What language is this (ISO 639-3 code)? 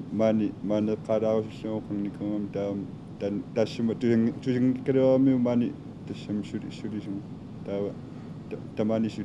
kal